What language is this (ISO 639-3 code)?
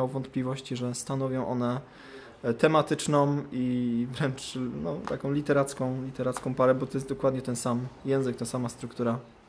pol